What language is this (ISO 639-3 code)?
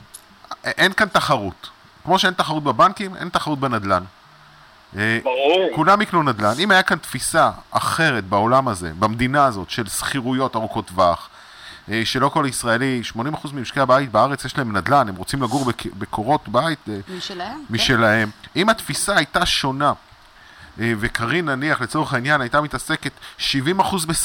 heb